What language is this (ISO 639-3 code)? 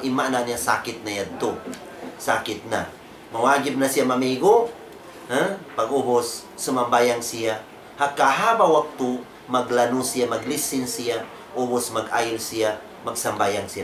tsg